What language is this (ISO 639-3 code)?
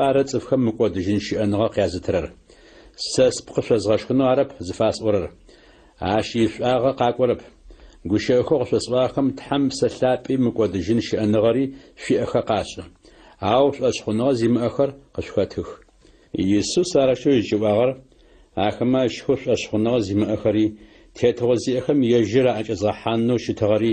ady